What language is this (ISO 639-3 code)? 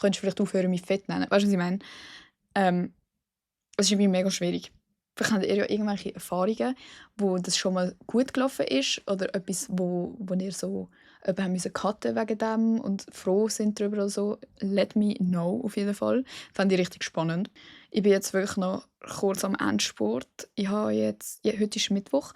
gsw